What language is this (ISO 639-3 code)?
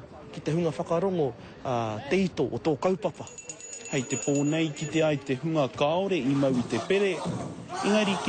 mri